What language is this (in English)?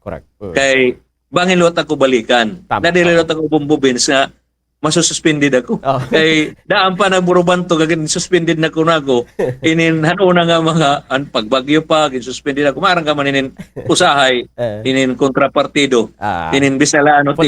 Waray